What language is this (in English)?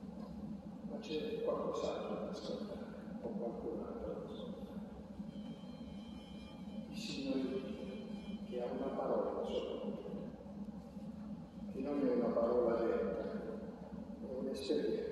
Italian